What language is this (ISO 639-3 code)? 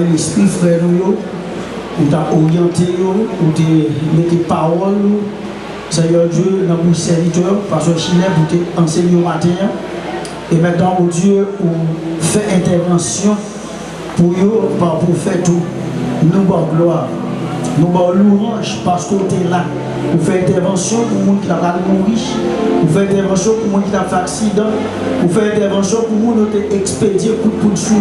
hat